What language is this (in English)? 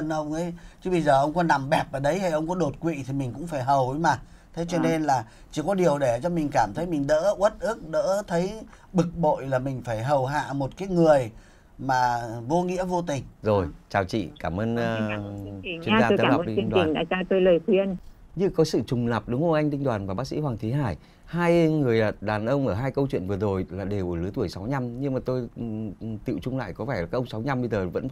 Vietnamese